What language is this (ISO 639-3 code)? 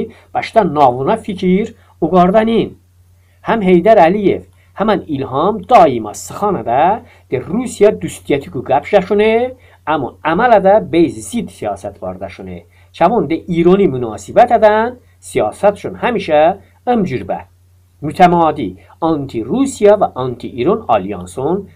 tly